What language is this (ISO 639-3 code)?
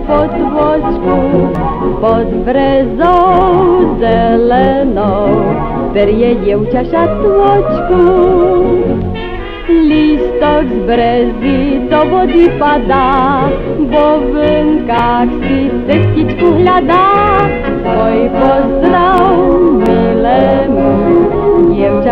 slk